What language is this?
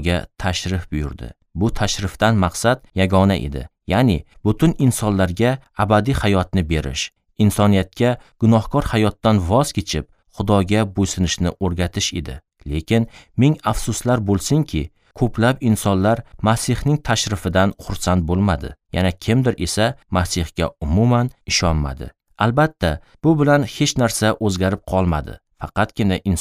Uzbek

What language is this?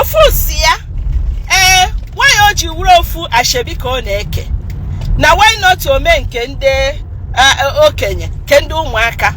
Igbo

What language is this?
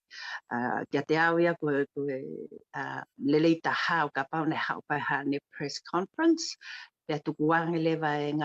Tongan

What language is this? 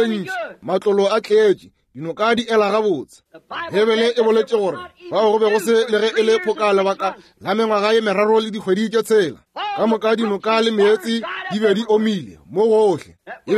Northern Sotho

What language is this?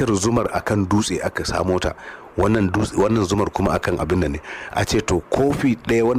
Hausa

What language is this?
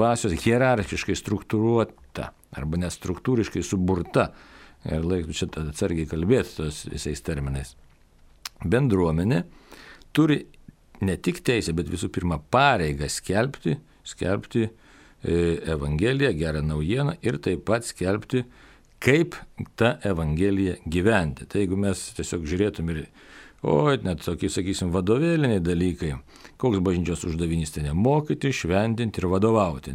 Lithuanian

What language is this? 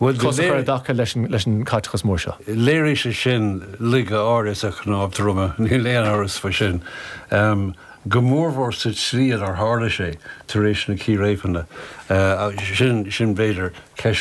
Irish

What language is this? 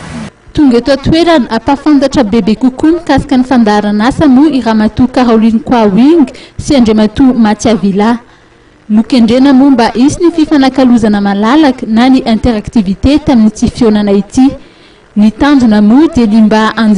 Malagasy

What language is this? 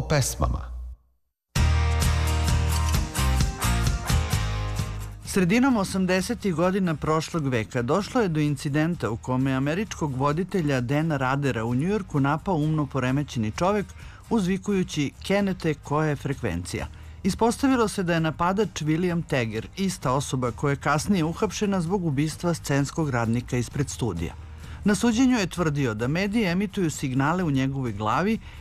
Serbian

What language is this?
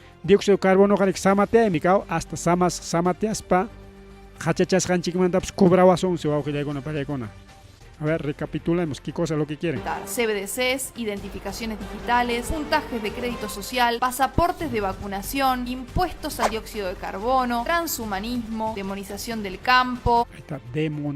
Ayacucho Quechua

